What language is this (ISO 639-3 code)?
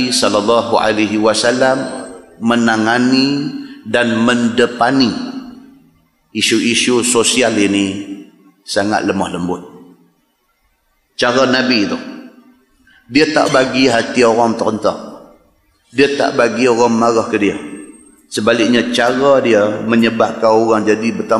msa